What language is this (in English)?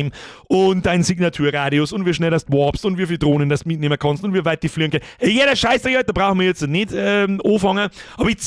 Bavarian